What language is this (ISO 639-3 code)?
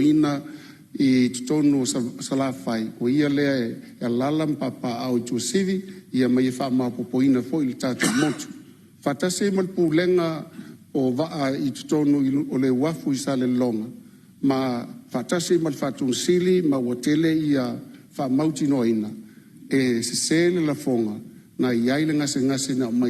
smo